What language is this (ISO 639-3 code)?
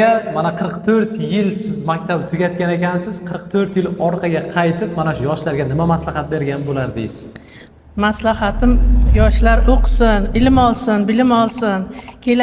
uzb